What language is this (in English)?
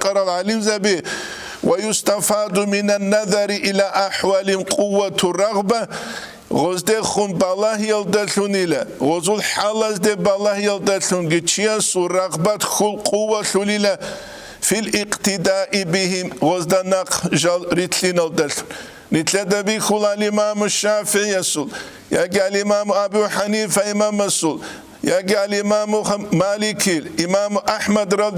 Avaric